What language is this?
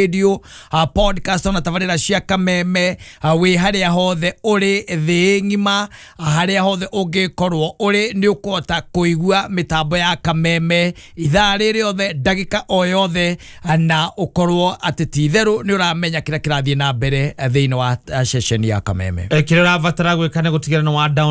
Kikuyu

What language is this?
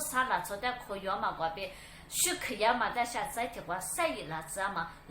Lisu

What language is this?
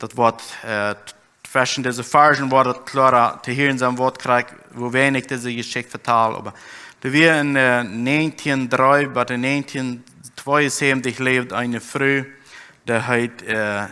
Plautdietsch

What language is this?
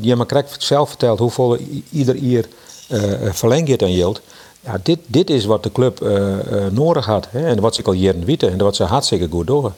Western Frisian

